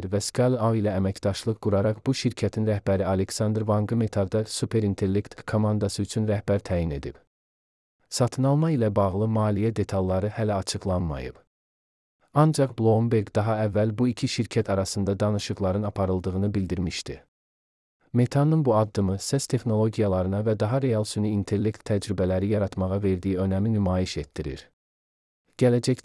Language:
Azerbaijani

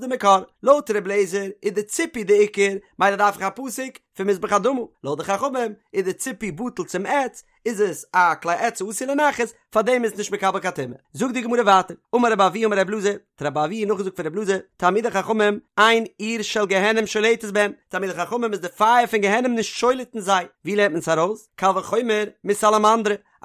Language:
Yiddish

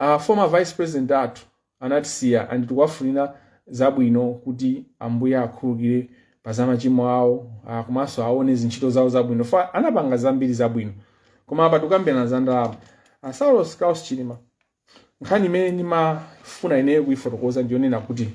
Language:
Nyanja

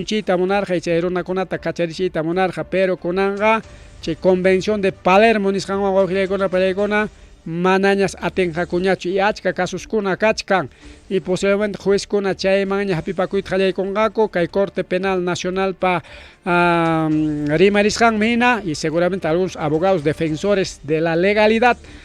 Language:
Ayacucho Quechua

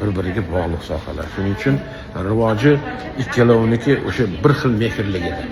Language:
Uzbek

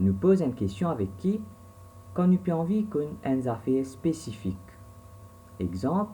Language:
Morisyen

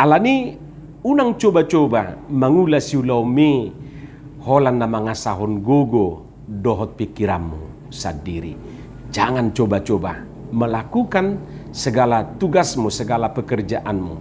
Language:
Batak Toba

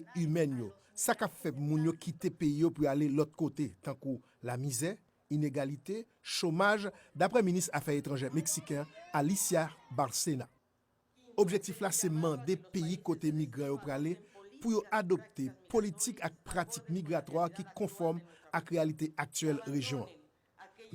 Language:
Haitian Creole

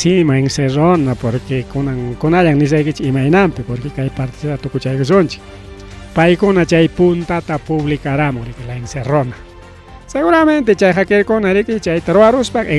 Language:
Ayacucho Quechua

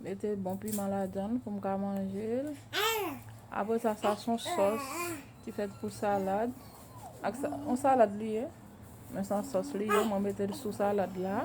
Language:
Haitian Creole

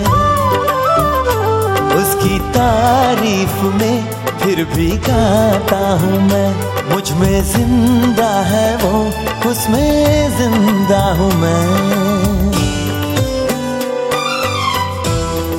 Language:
Hindi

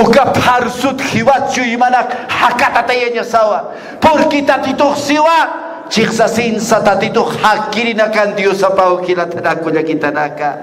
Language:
Aymara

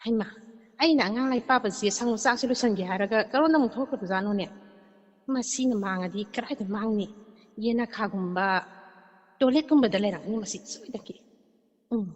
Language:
Manipuri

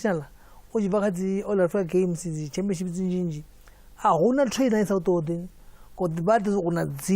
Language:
Venda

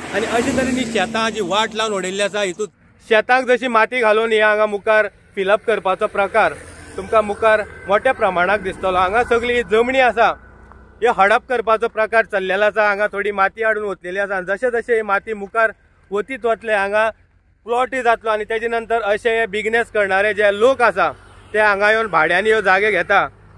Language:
Konkani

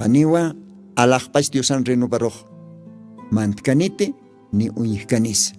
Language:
Aymara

